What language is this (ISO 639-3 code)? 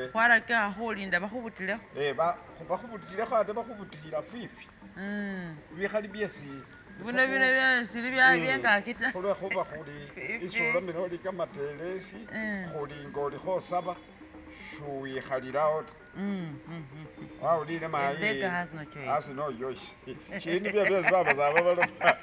myx